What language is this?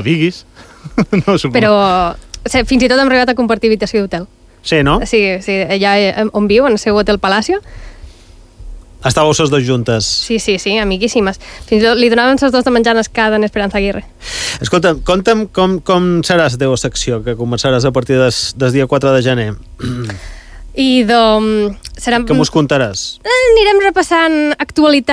Catalan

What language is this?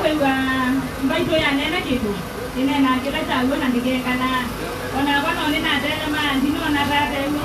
Kamba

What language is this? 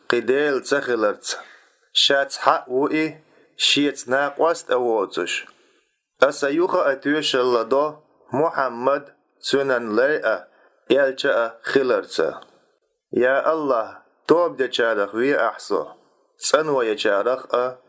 Chechen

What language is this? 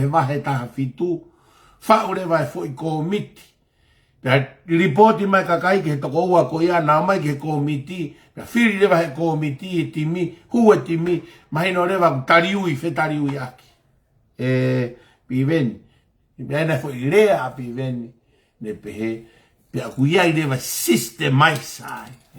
Tongan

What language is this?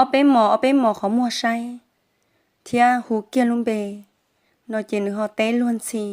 Hmong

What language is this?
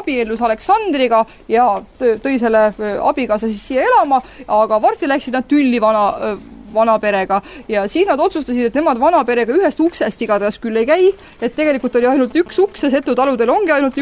Estonian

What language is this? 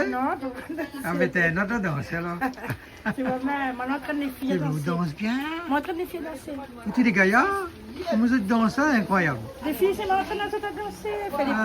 Réunion Creole French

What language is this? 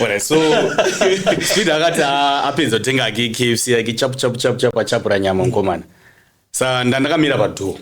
Shona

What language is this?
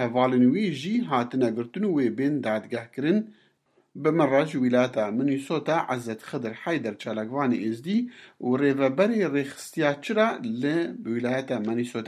Kurdish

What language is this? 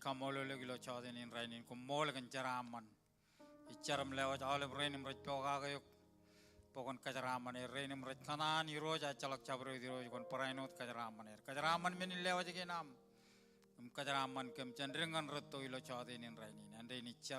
Marshallese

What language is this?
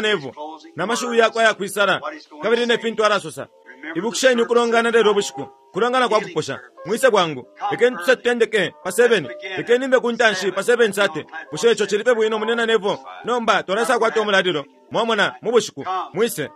Bemba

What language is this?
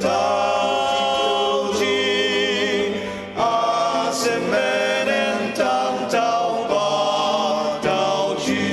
Ao Naga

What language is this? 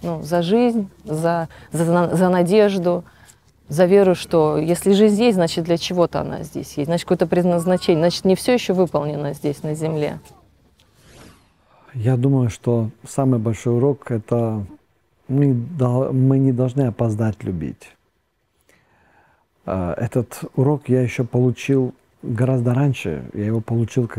Russian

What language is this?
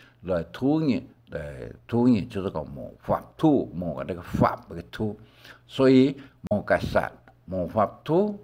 Hakka Chinese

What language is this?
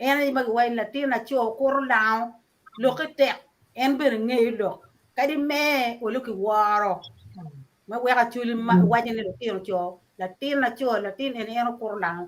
Acoli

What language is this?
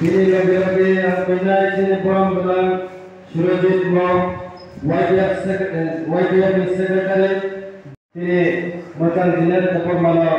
Kok Borok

